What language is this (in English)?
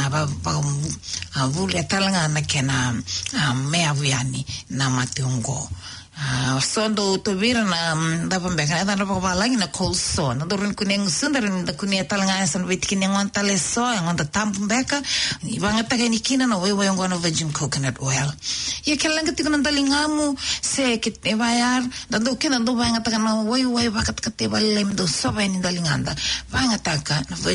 Fijian